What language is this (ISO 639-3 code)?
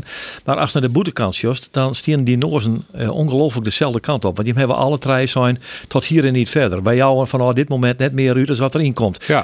fry